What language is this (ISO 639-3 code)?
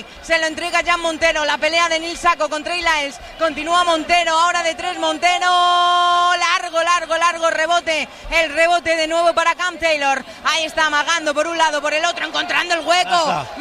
spa